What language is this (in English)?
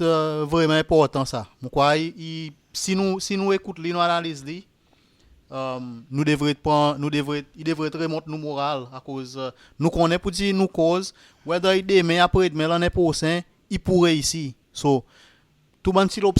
Seselwa Creole French